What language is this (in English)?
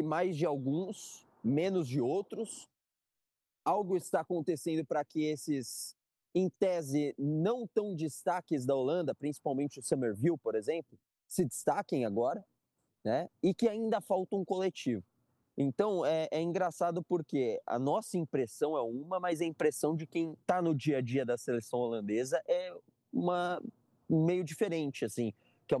Portuguese